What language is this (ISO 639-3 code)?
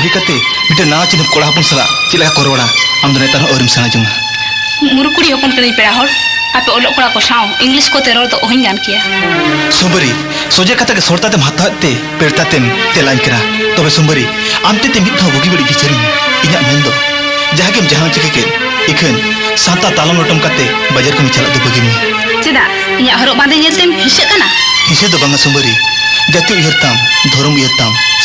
sat